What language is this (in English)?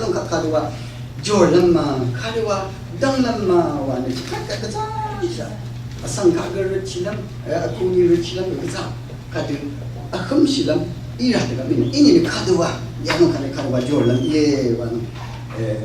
Rawang